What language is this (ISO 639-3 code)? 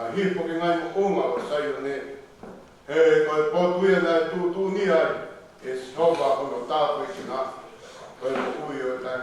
ton